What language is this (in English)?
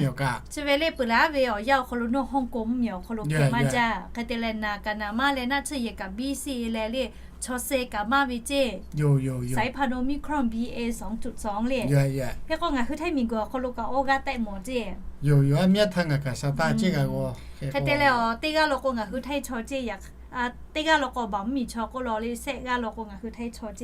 Lahu